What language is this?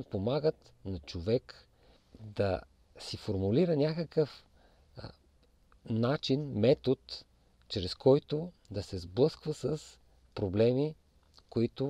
Bulgarian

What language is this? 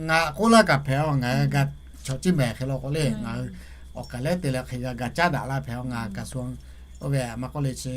Lahu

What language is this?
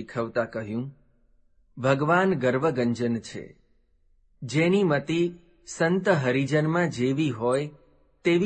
Gujarati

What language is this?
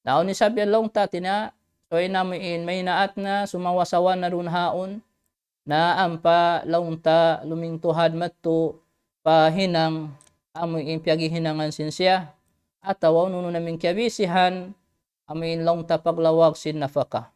Tausug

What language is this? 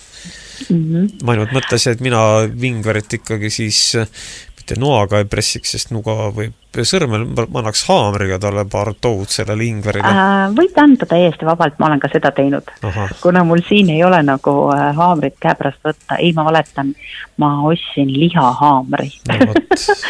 Estonian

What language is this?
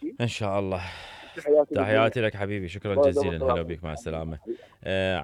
Mesopotamian Arabic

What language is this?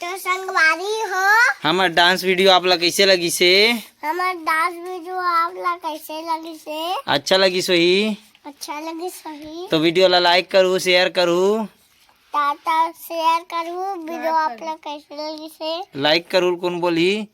Chhattisgarhi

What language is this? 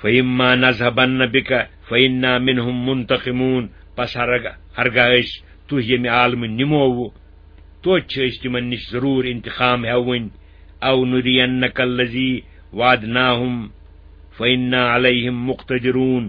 Kashmiri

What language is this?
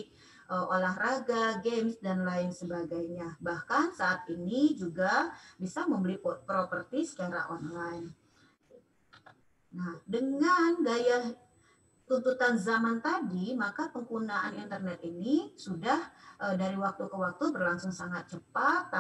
Indonesian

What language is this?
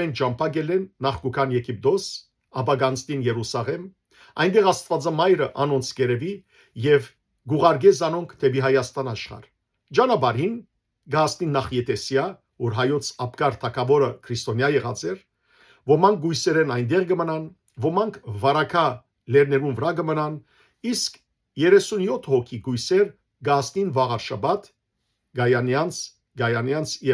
Western Armenian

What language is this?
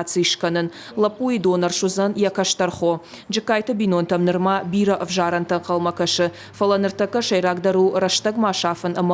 Ossetic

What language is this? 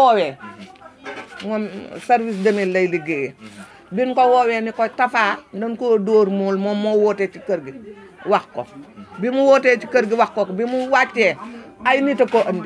Wolof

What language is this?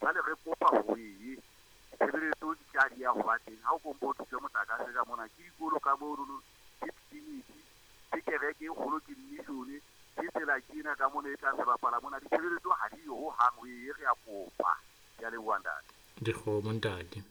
Southern Sotho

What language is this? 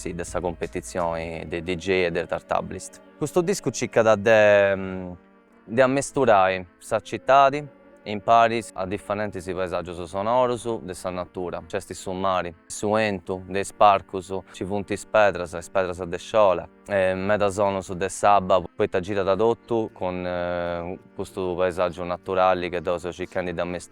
Sardinian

